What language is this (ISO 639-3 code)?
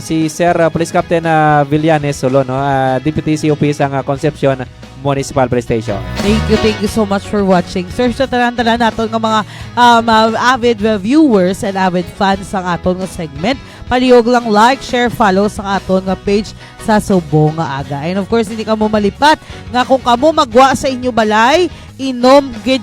hil